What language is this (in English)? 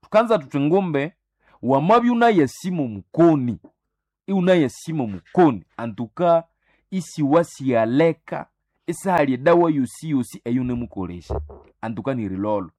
Nande